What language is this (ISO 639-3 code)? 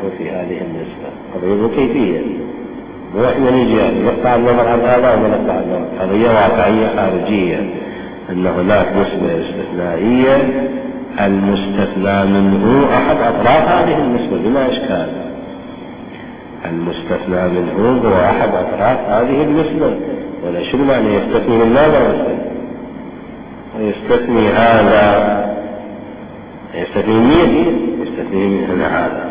ara